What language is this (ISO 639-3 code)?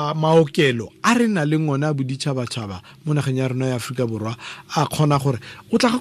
tsn